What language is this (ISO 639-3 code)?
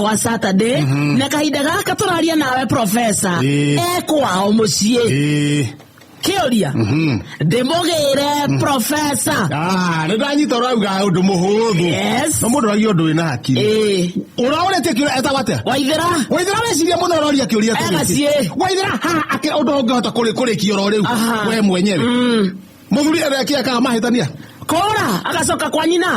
kik